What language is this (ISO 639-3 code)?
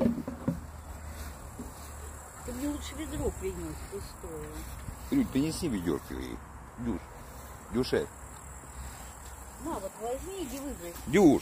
rus